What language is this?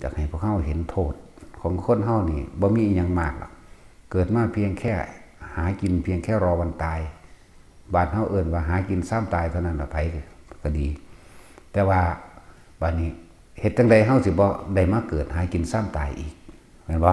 Northeastern Thai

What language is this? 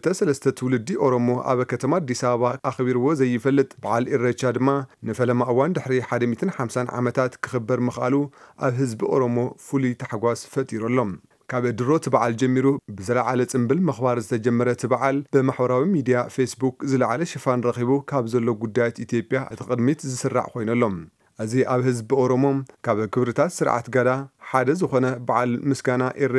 Tigrinya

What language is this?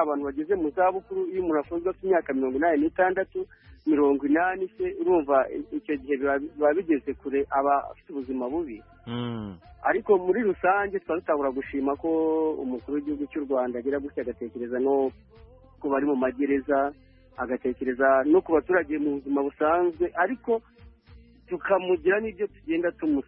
Kinyarwanda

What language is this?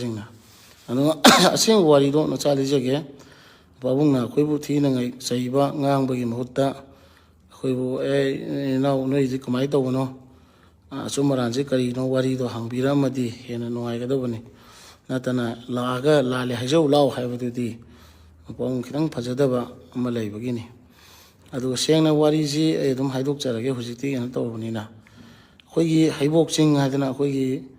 Manipuri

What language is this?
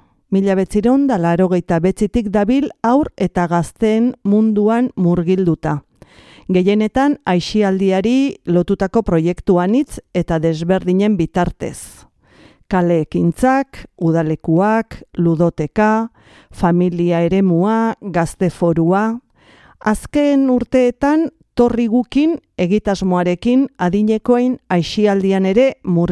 Basque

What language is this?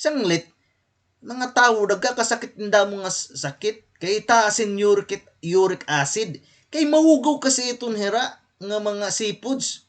Waray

